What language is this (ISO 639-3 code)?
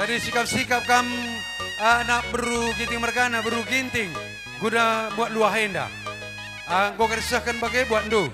btx